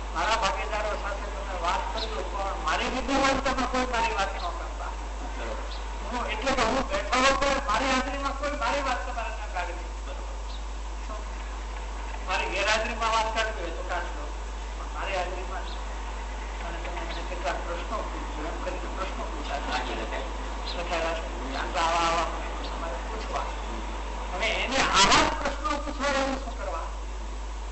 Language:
Gujarati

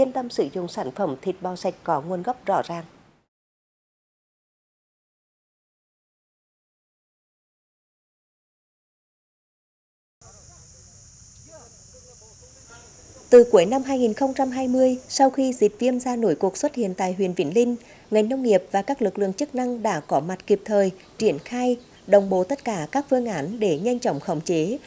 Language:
Vietnamese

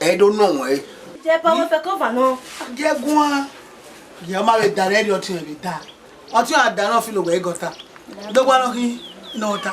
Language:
Bini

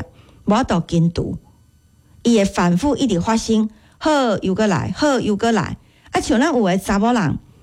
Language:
Min Nan Chinese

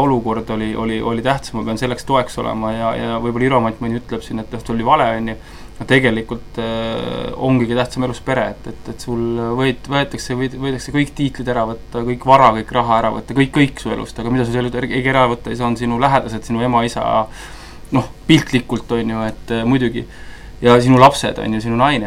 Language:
Estonian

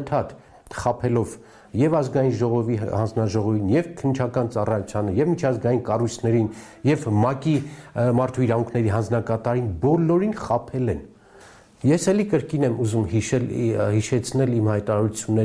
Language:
Armenian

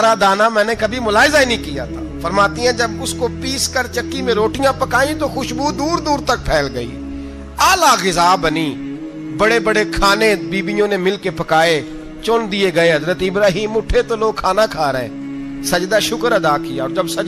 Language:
Urdu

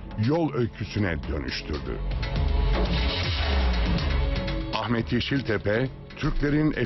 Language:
Turkish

